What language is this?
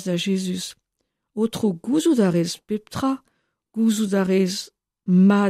Breton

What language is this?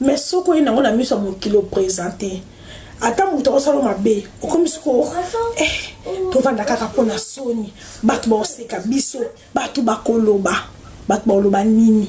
Lingala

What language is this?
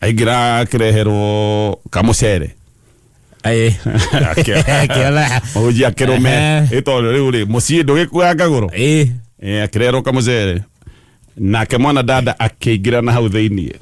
Kikuyu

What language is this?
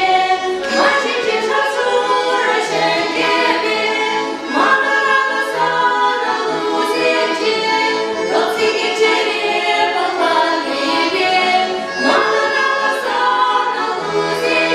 Chuvash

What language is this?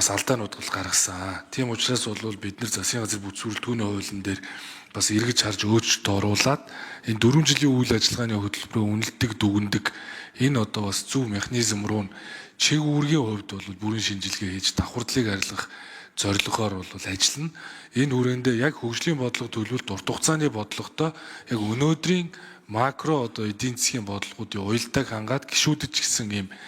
Mongolian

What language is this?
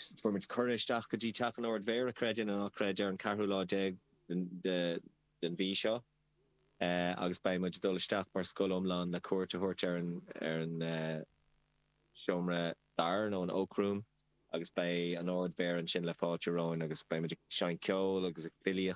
Irish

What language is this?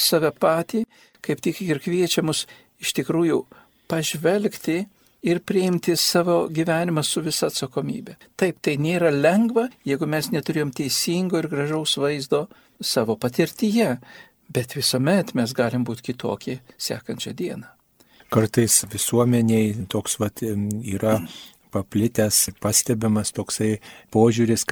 Lithuanian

